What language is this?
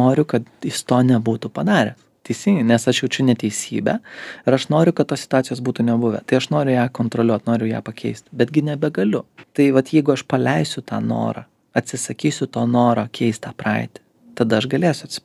Lithuanian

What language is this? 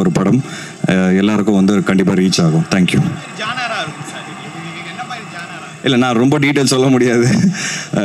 Tamil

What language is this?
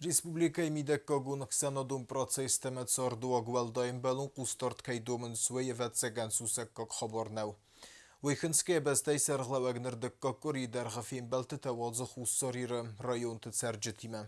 Ossetic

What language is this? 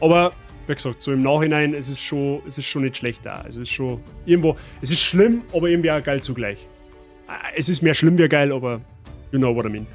Bavarian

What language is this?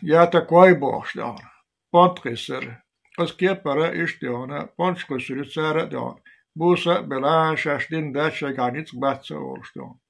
Chechen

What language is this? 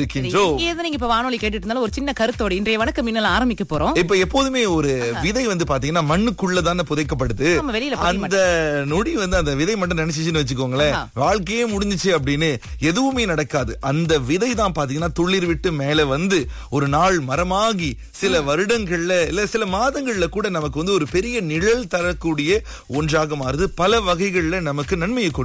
Tamil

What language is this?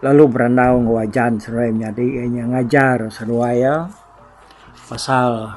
Iban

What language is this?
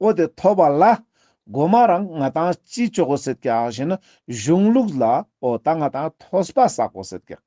Ladakhi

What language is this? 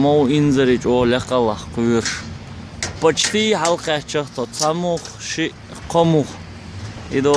Chechen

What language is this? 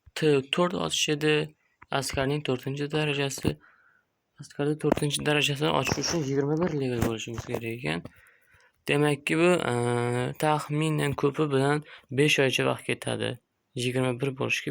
Uzbek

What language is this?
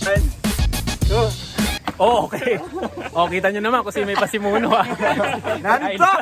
Pampanga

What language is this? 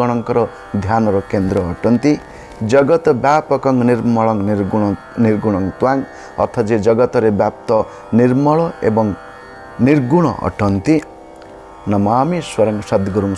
Odia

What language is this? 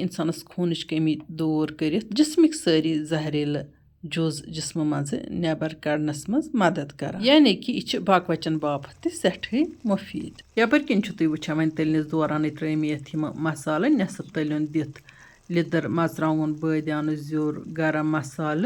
Kashmiri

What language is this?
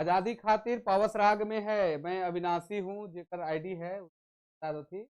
Sadri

